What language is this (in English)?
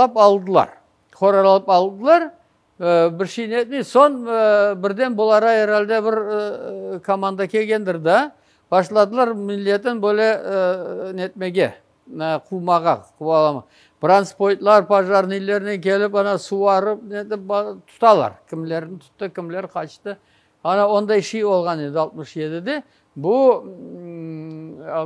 Crimean Tatar